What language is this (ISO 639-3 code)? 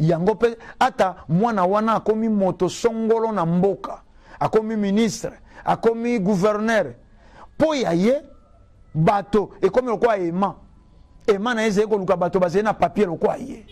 lin